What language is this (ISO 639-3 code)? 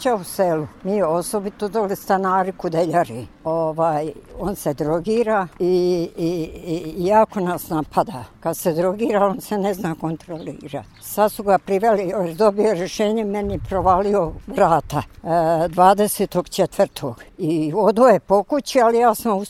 hrv